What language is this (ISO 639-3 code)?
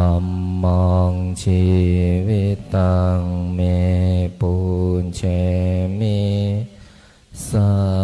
pli